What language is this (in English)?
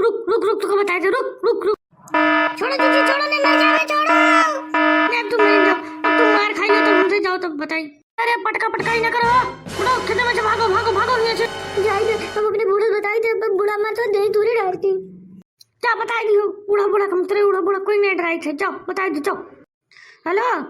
Awadhi